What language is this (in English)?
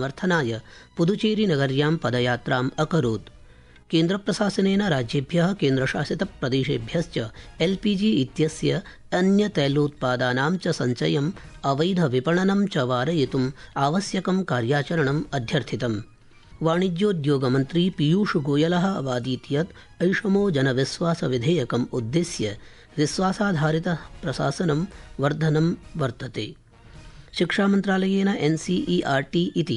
Sanskrit